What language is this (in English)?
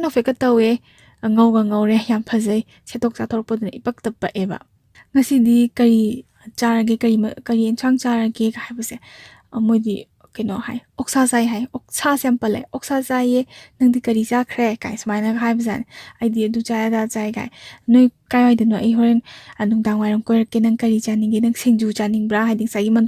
Manipuri